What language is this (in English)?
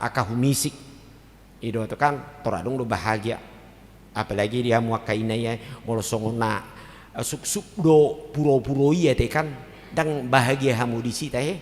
Batak Toba